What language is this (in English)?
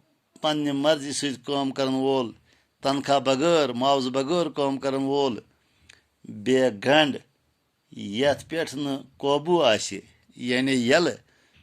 Kashmiri